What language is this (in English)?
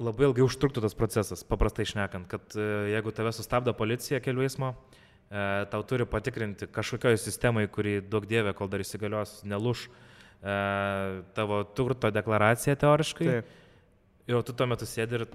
Lithuanian